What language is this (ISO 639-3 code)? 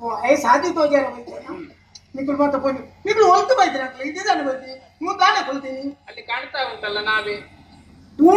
tcy